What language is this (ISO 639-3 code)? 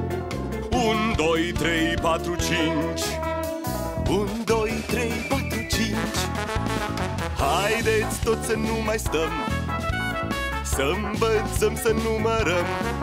ron